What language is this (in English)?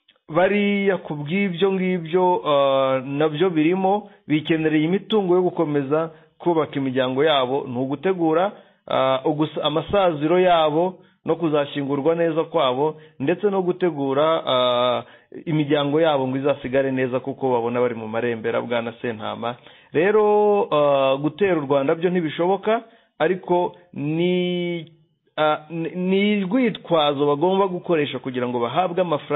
Kinyarwanda